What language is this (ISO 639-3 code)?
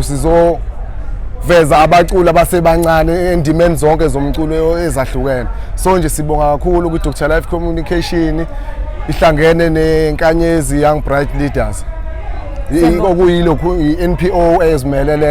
zul